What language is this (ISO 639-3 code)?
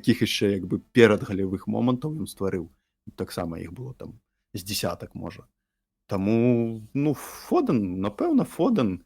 bel